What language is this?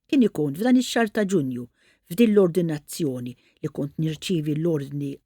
Maltese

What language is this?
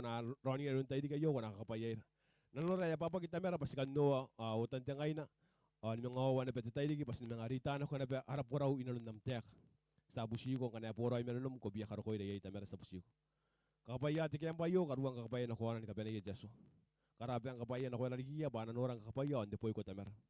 Gilbertese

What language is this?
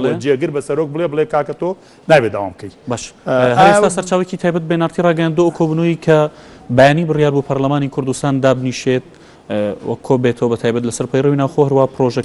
Central Kurdish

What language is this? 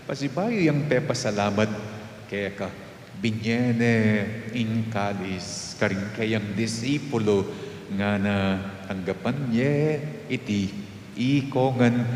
Pampanga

